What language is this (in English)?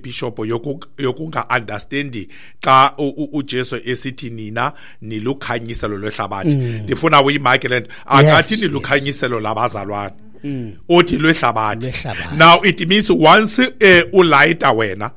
Xhosa